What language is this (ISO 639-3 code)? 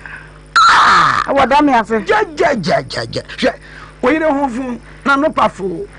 aka